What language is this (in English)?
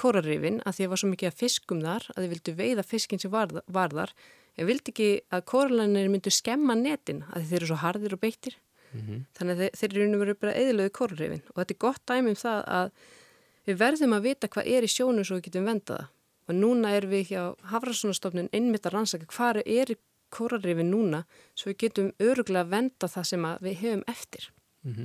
Icelandic